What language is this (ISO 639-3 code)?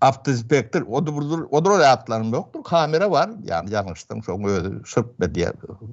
tuk